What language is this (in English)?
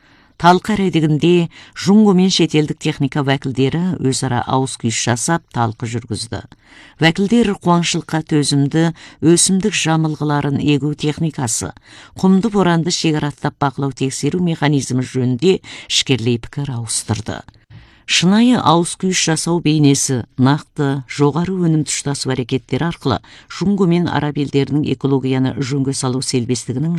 Kazakh